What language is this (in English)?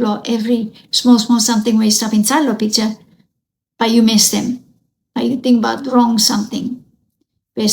Bislama